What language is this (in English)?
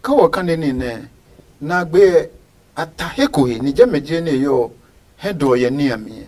Adangme